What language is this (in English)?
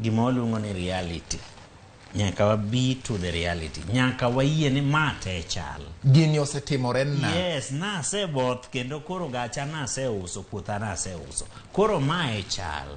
Luo (Kenya and Tanzania)